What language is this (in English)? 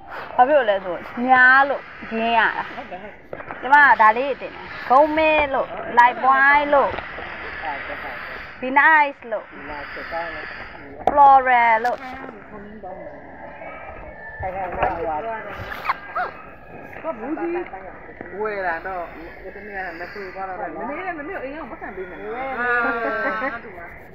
Burmese